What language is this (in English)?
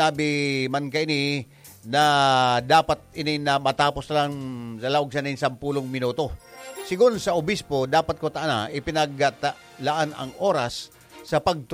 Bikol